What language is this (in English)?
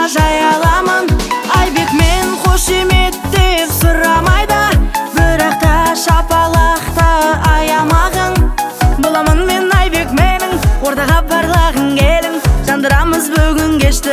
Kazakh